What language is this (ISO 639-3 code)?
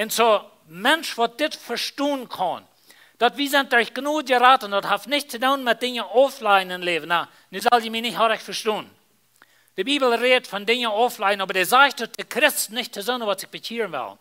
pdt